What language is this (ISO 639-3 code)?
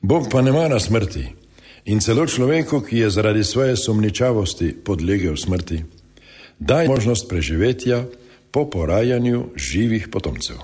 slv